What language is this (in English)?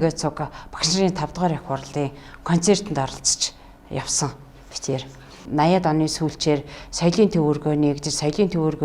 Mongolian